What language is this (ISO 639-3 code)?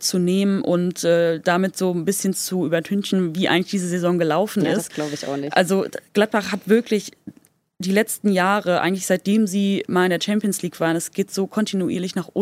deu